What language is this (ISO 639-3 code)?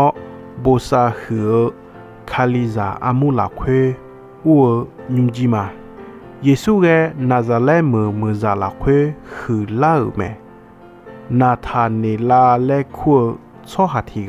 ahk